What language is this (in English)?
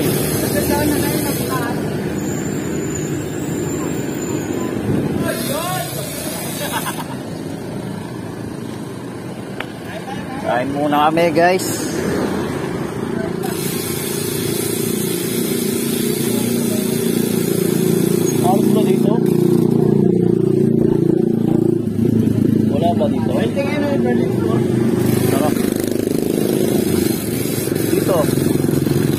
Filipino